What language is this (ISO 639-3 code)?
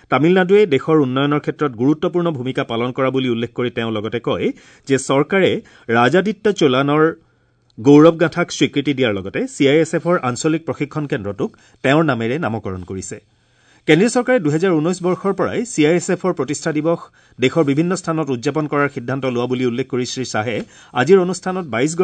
asm